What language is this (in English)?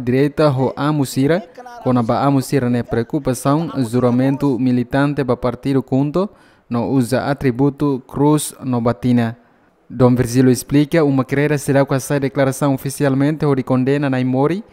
Tetum